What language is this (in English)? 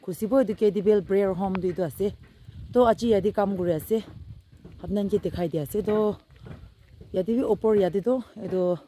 Naga Pidgin